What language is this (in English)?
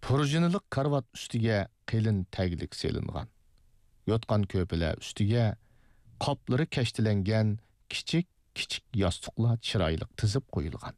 Uyghur